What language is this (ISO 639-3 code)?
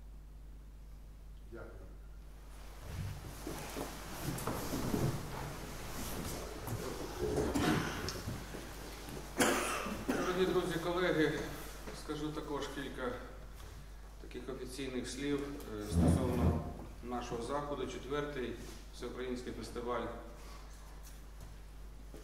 ukr